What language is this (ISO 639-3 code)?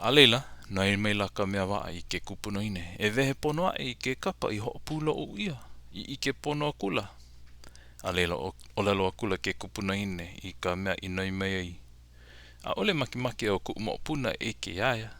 haw